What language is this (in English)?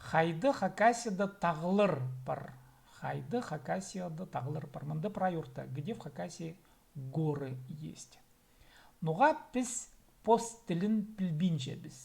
Khakas